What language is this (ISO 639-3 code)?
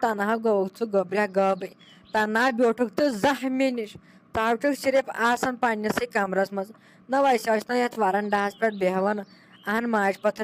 kas